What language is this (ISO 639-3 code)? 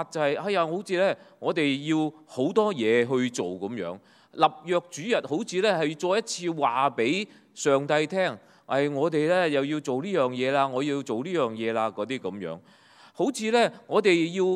yue